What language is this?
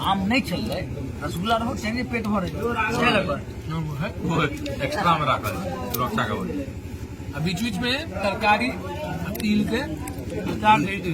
Maithili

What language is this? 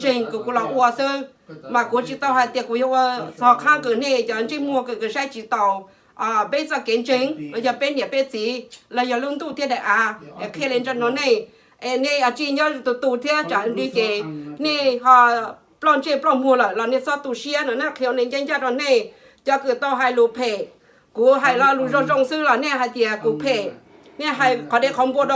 Hmong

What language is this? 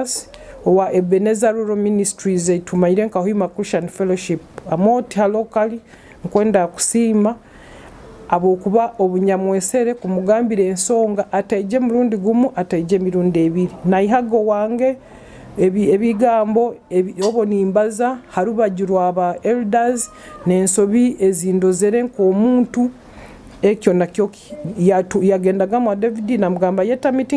Nyoro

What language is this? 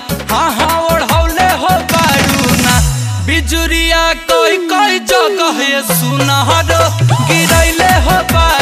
Bhojpuri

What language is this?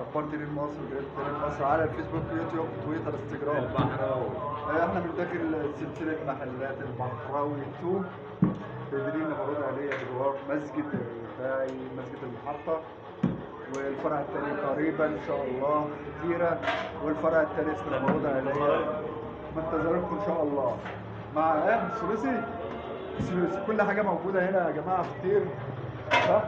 Egyptian Arabic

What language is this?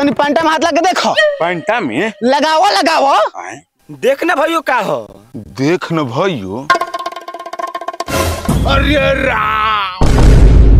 Bhojpuri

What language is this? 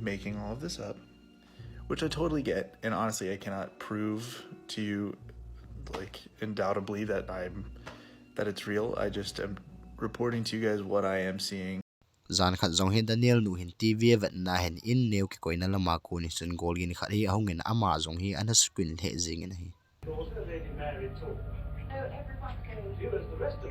Thado Chin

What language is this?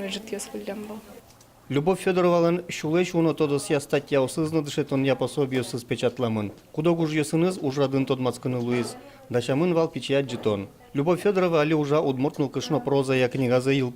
Udmurt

